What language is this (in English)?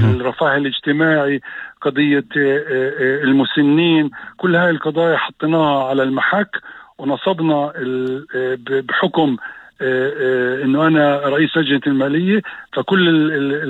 North Levantine Arabic